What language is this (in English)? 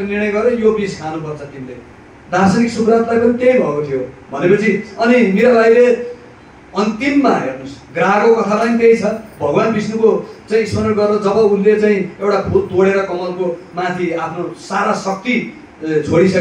Nepali